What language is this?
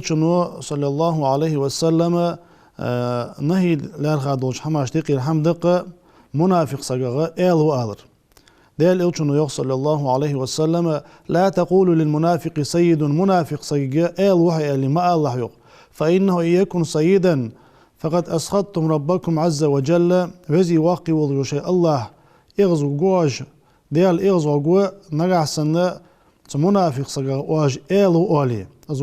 Ingush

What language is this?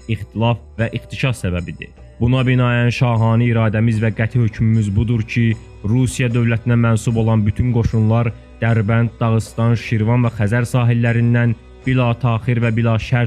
Azerbaijani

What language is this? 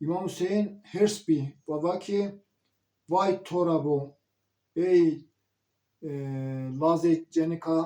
Zaza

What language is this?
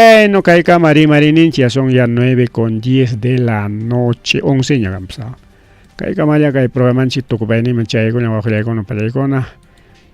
Ayacucho Quechua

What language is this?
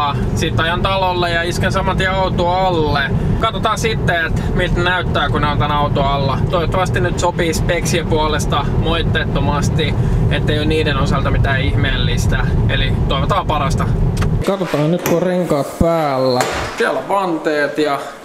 Finnish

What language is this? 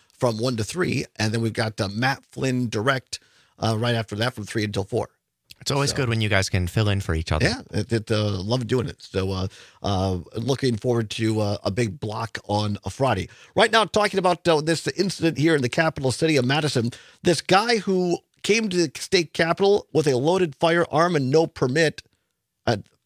English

